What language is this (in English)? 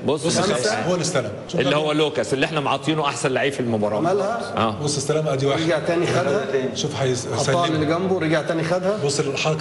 Egyptian Arabic